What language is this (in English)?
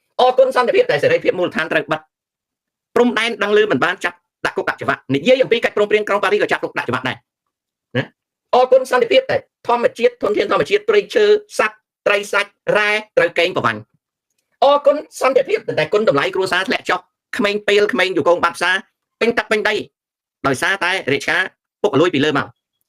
Khmer